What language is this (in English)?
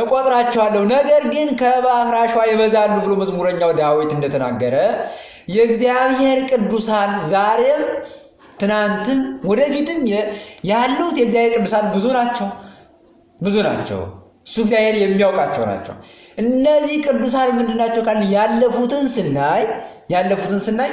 Amharic